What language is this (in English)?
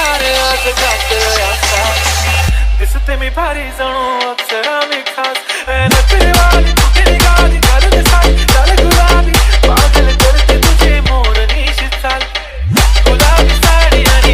Marathi